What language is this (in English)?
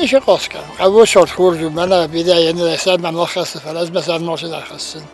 Ossetic